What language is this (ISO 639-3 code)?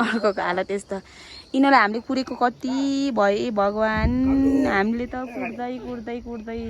nep